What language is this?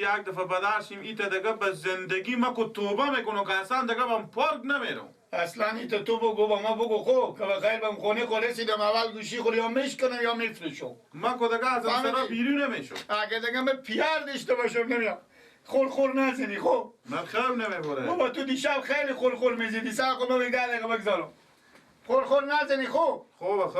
Persian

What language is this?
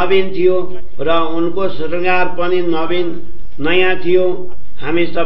Nepali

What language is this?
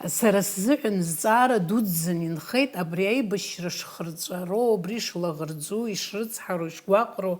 Abkhazian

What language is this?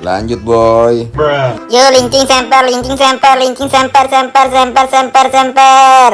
Betawi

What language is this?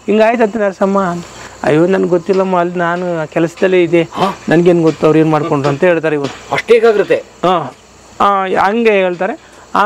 Kannada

